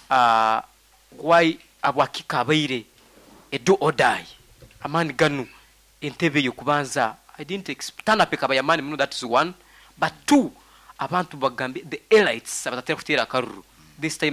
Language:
Nyoro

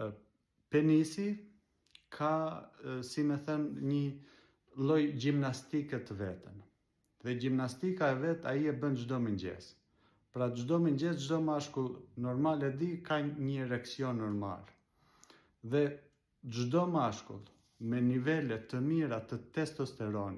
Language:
Albanian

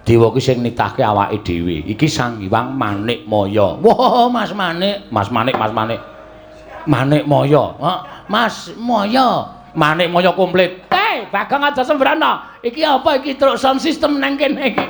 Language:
Javanese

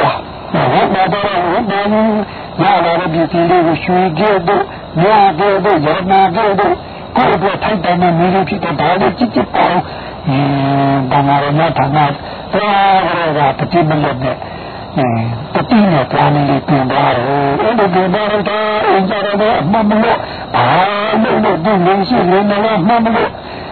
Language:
Burmese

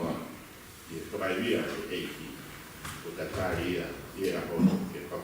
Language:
Tongan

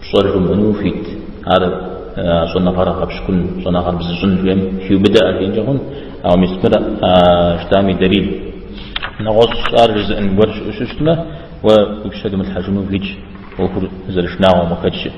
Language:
Kabardian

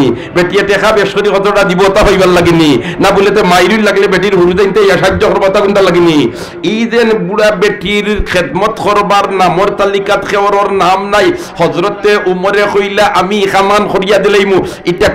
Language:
Sylheti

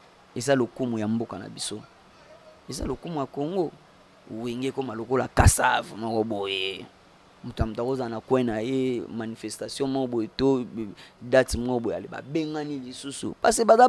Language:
Lingala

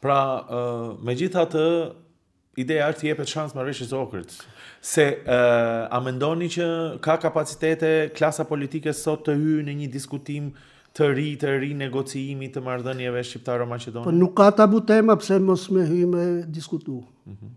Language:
Albanian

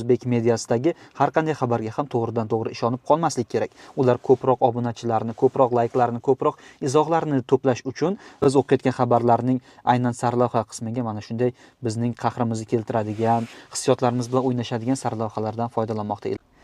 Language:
Uzbek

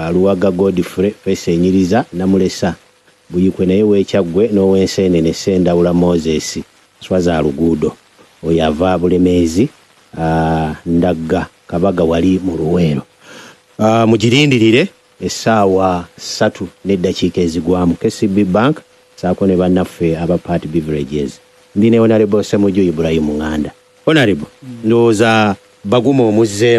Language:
Ganda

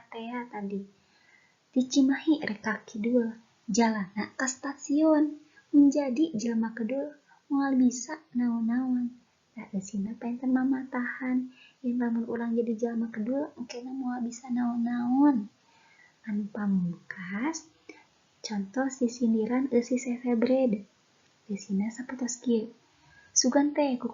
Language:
Sundanese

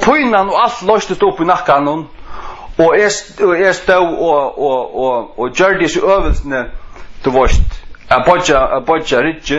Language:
Faroese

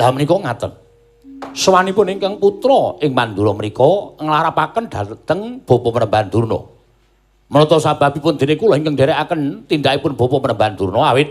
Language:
Javanese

